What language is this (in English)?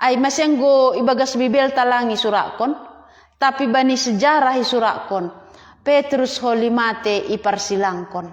Batak Simalungun